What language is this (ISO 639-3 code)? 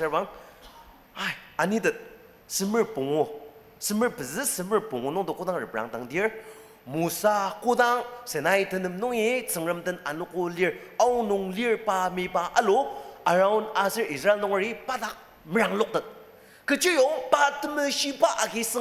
njo